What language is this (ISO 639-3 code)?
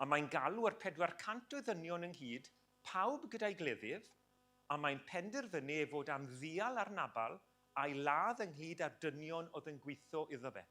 cym